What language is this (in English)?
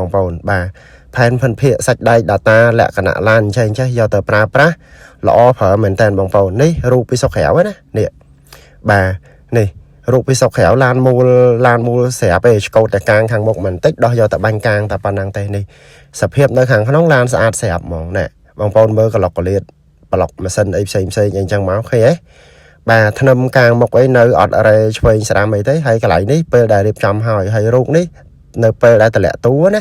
Khmer